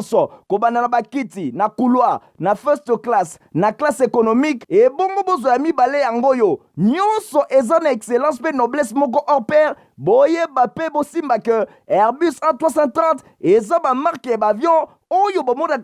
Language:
Lingala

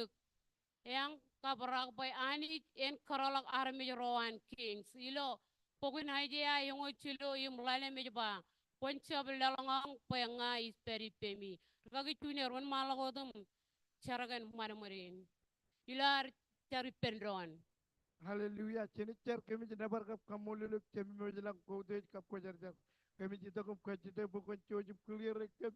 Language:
Marshallese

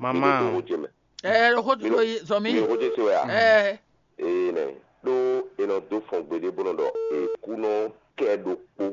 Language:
Fon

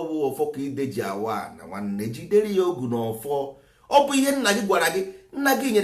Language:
Igbo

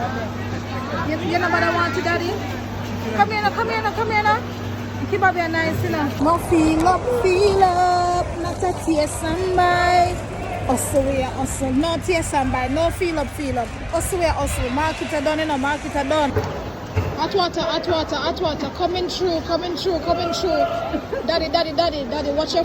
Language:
Jamaican Creole English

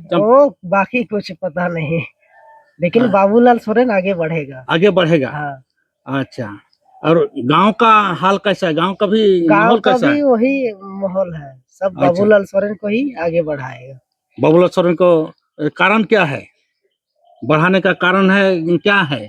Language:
Santali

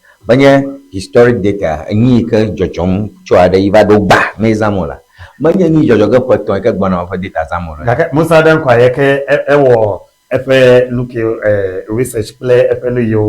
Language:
Ewe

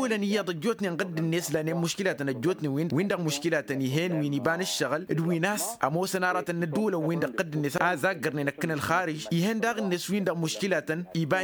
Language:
Tamasheq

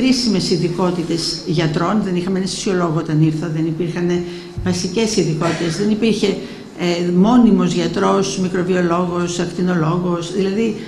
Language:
Greek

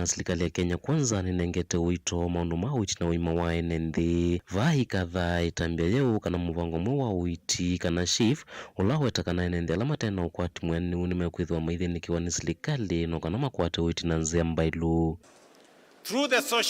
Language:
Kamba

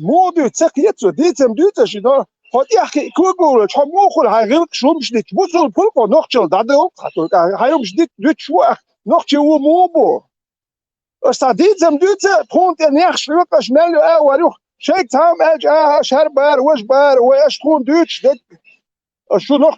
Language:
Chechen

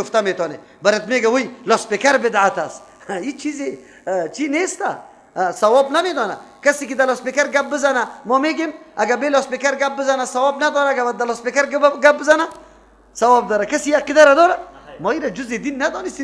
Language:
Persian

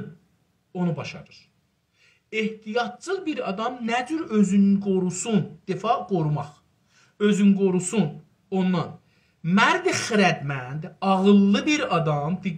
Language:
South Azerbaijani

